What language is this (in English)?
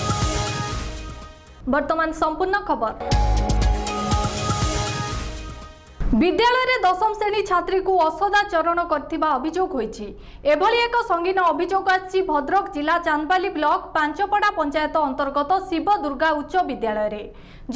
Odia